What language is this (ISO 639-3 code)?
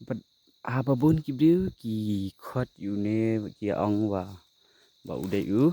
kha